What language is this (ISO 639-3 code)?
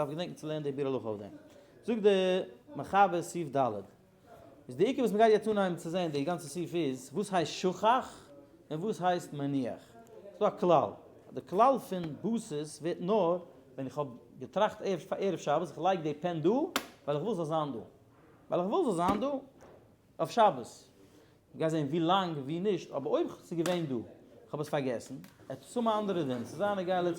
yid